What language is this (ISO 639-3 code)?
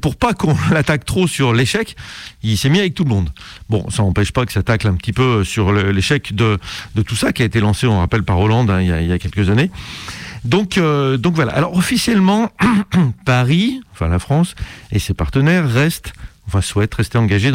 fra